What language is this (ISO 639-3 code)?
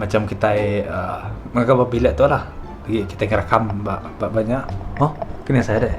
iba